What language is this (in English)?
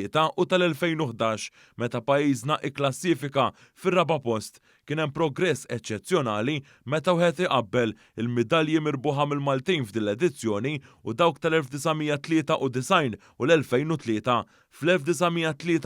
Maltese